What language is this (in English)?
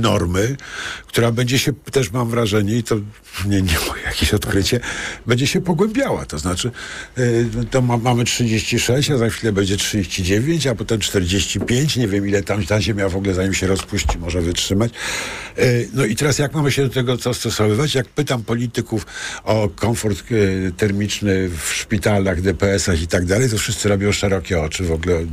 Polish